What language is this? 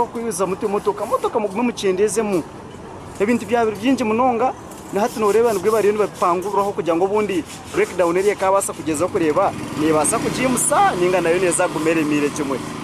Nyankole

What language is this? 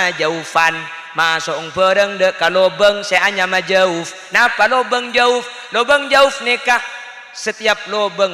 Madurese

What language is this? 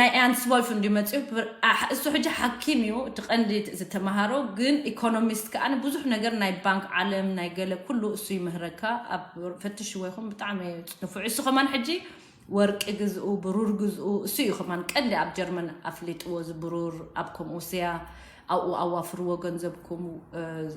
Tigrinya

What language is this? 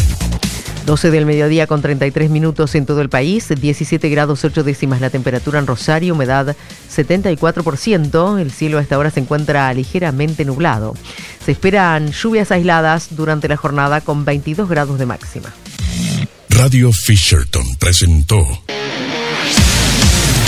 Spanish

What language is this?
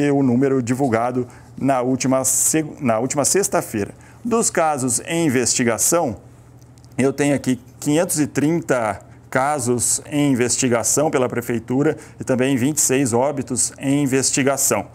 Portuguese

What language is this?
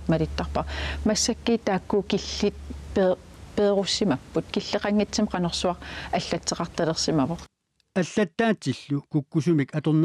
Kalaallisut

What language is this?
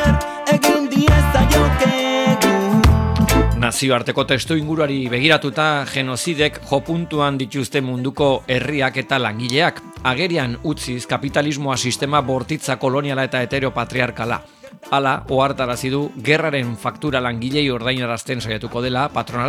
Basque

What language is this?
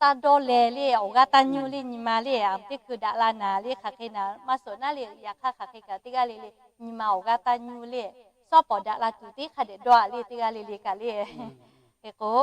Lahu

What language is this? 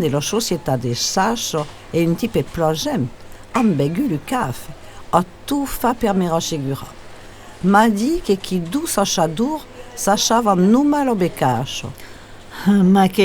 Occitan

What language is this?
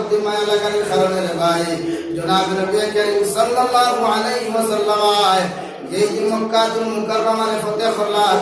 Sylheti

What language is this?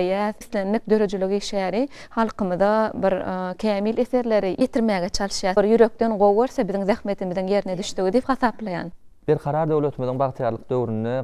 Turkmen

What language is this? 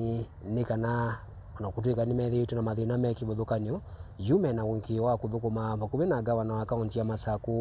Kamba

